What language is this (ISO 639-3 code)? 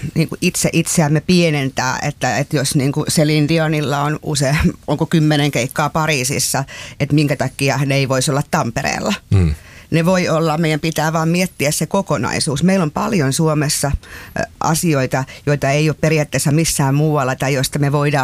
fin